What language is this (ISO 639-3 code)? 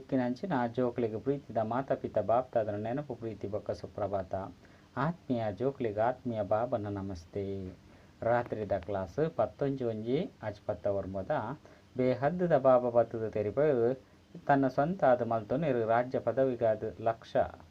tcy